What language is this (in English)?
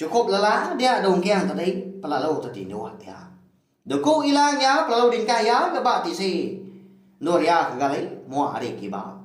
Iban